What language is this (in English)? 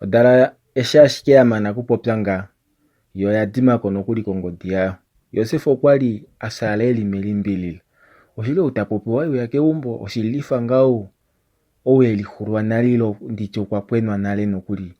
Kuanyama